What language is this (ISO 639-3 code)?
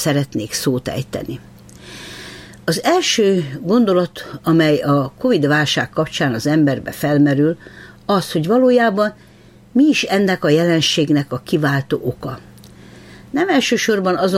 hun